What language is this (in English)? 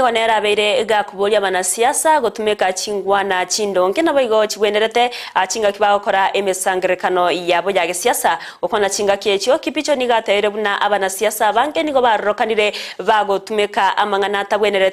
Gusii